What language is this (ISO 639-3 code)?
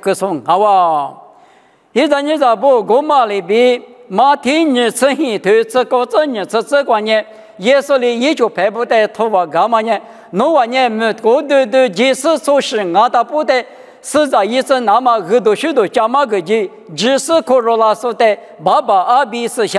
lis